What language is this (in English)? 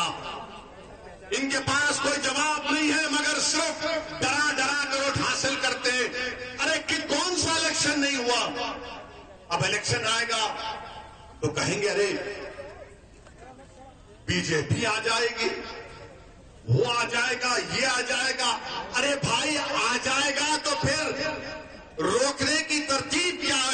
Urdu